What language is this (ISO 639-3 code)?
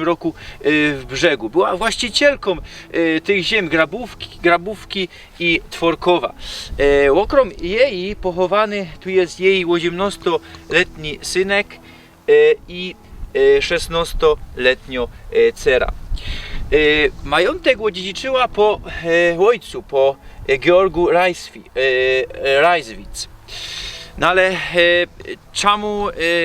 szl